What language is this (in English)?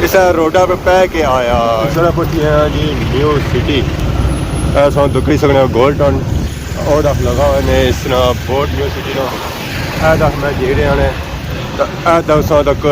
Pahari-Potwari